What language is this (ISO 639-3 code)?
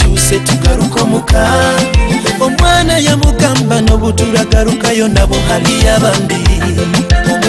nyo